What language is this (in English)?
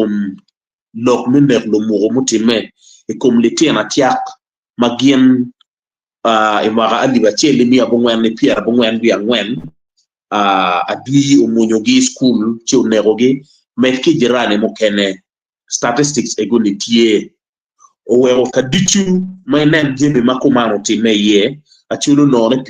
Acoli